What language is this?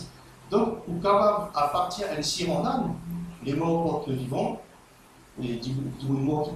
Morisyen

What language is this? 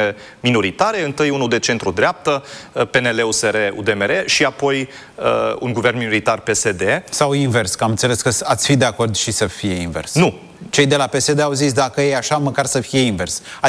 Romanian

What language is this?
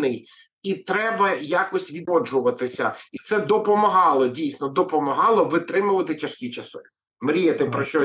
Ukrainian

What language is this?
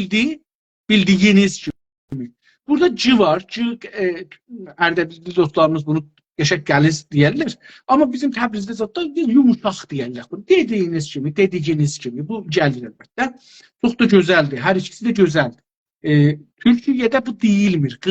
South Azerbaijani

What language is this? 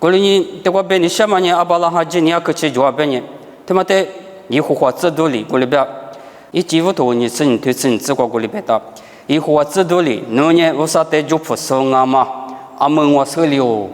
Lisu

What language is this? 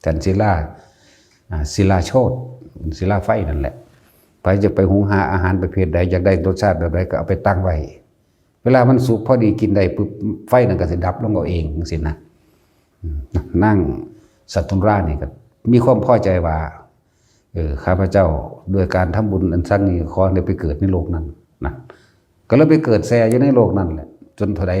Northeastern Thai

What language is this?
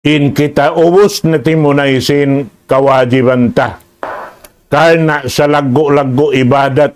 Tausug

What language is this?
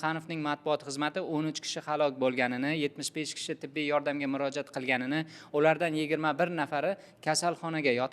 Uzbek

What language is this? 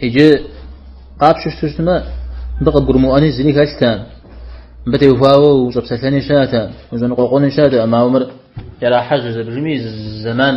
Kabardian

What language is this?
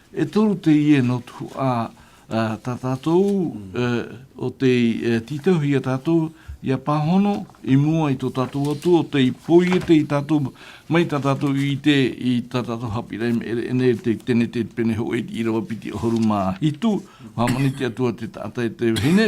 Tahitian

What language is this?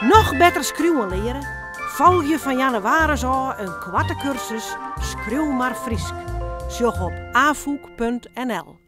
Western Frisian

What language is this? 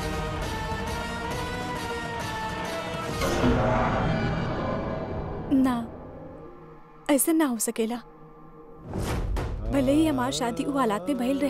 Bhojpuri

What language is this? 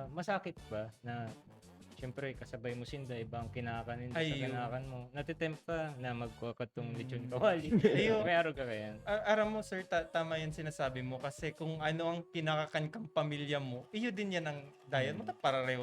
Bikol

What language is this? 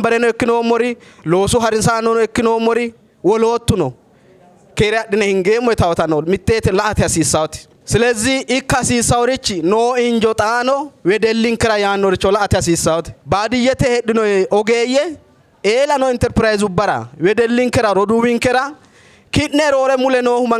Sidamo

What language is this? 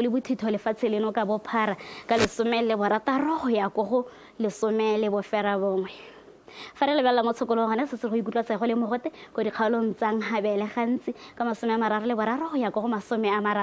Tswana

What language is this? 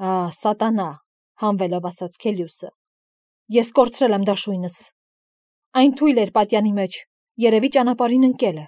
Armenian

